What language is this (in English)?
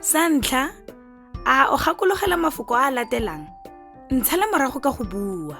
Tswana